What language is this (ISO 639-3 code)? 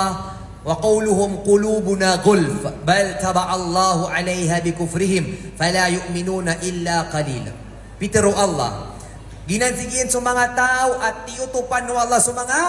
mrw